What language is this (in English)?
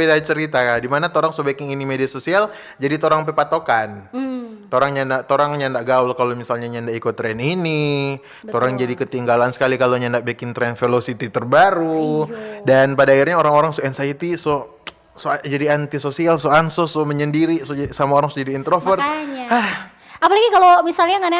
Manado Malay